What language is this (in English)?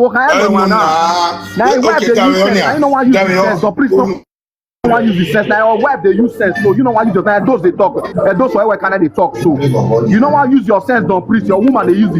Nigerian Pidgin